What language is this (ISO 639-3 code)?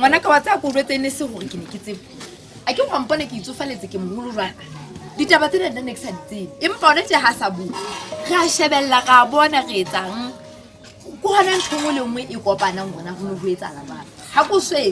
sot